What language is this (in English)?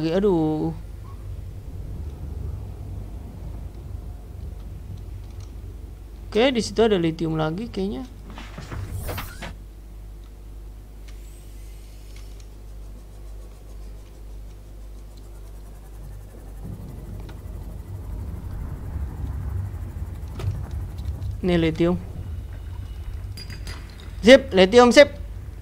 Indonesian